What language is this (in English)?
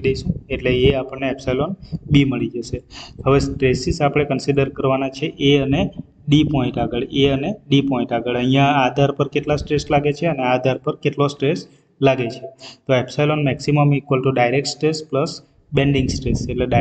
Gujarati